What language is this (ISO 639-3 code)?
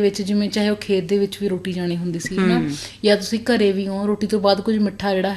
pan